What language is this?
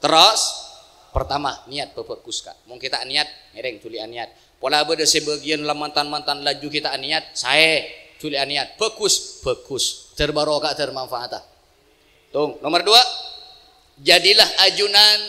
Madurese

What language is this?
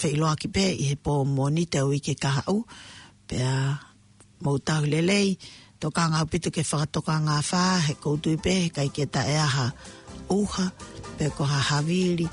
Tongan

